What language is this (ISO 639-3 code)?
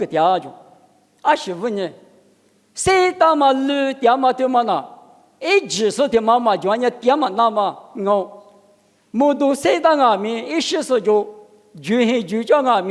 lis